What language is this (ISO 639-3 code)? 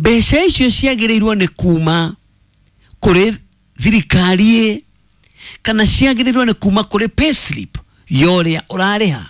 kik